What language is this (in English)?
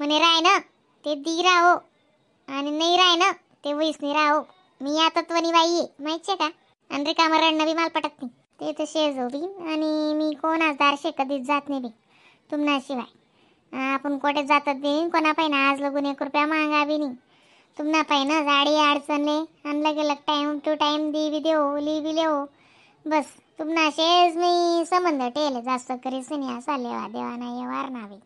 Khandesi